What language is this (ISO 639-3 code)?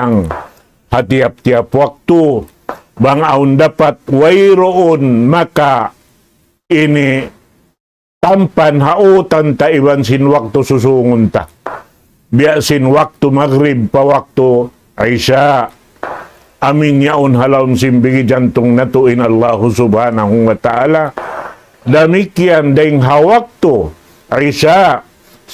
tsg